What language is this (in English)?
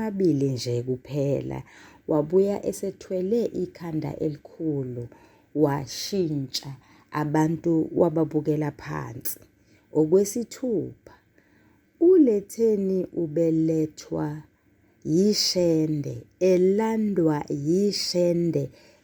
Zulu